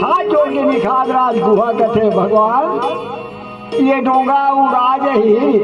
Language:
Chhattisgarhi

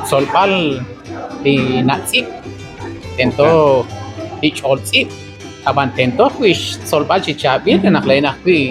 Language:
Kekchí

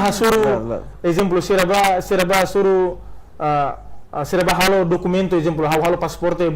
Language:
Tetum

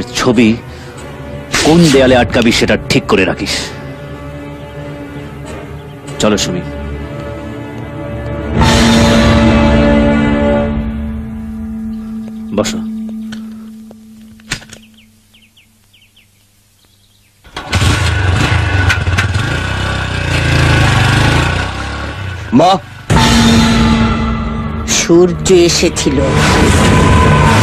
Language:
Bangla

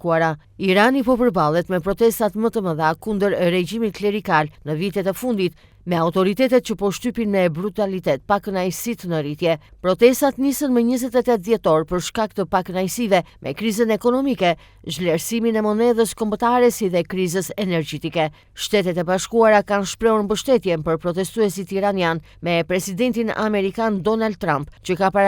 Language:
Albanian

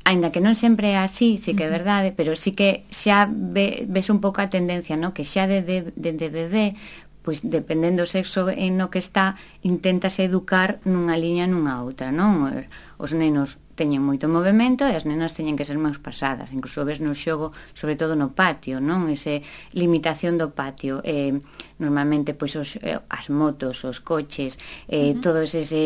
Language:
Galician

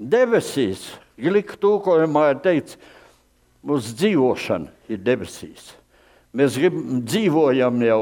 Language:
Latvian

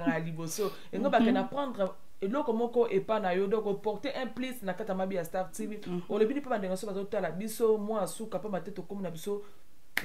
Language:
Lingala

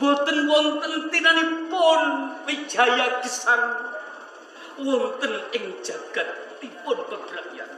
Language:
Javanese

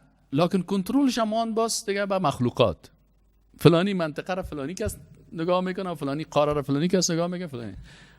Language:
Persian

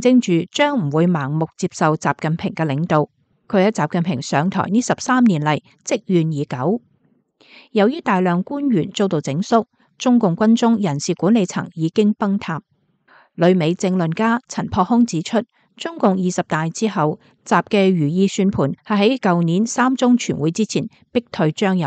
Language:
Cantonese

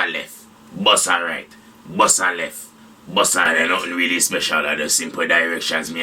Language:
Jamaican Creole English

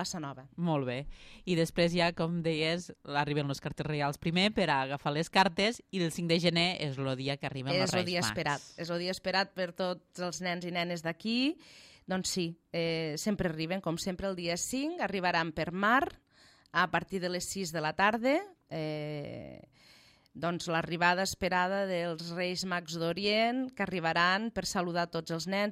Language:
Catalan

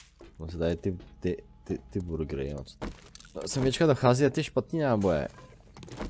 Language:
Czech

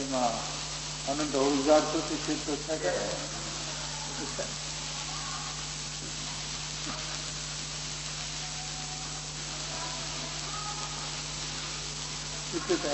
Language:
Gujarati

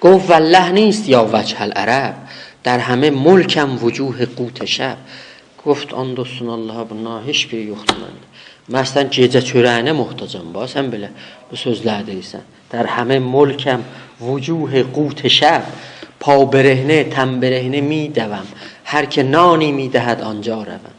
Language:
South Azerbaijani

